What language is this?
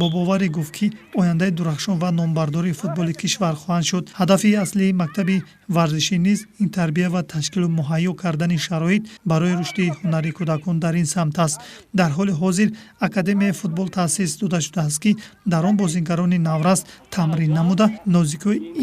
Tajik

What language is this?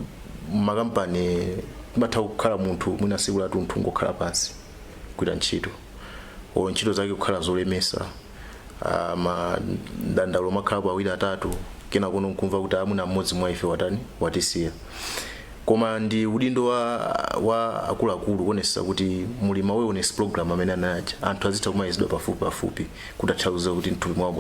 Nyanja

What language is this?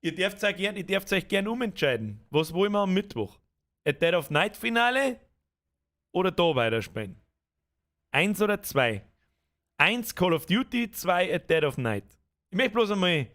Bavarian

